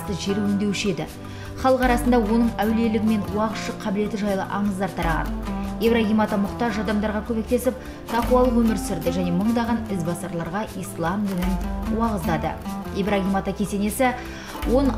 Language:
Kazakh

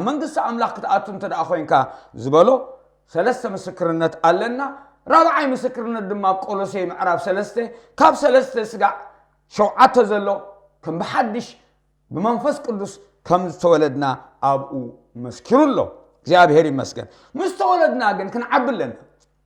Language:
Tigrinya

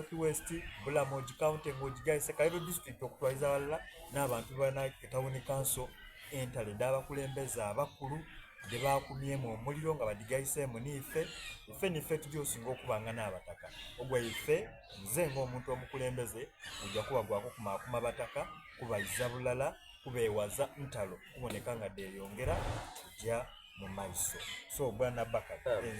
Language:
Soga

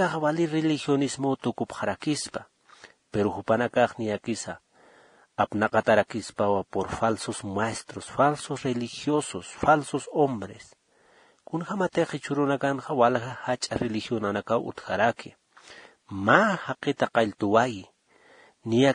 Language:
Aymara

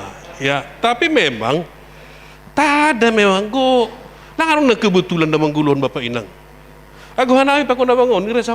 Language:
Batak Simalungun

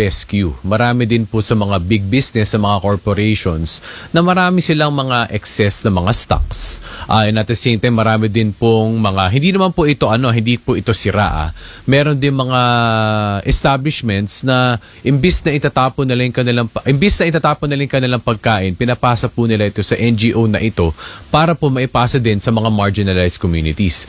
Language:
Filipino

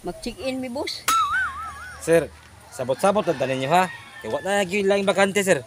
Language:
Cebuano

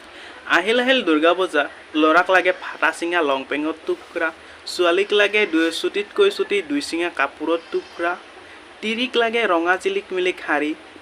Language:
Assamese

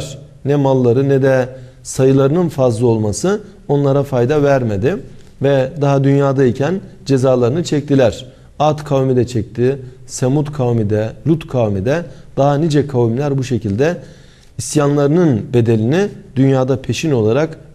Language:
Turkish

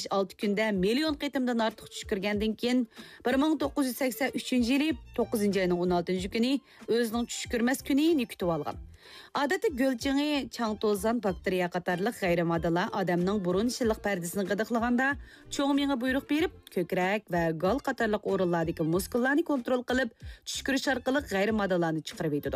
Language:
Uyghur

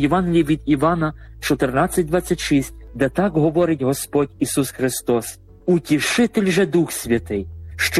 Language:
Ukrainian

